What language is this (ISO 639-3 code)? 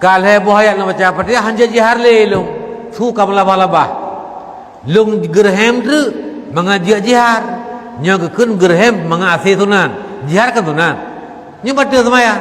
ace